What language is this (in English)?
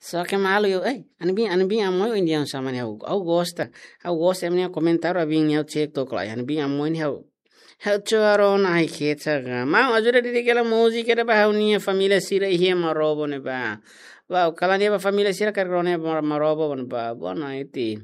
Tetum